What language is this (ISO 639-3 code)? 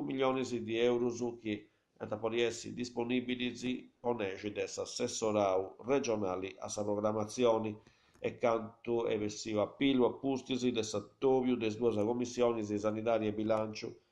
srd